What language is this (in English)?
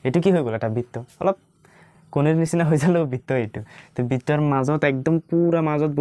Assamese